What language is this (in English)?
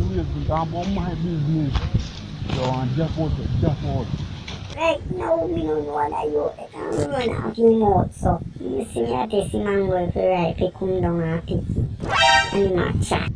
Jamaican Creole English